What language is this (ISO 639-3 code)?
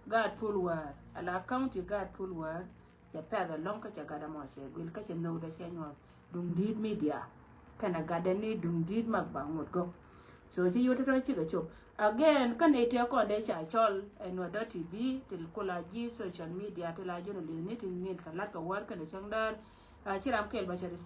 nus